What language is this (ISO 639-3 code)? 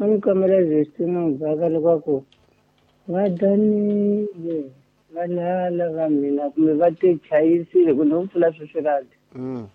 tso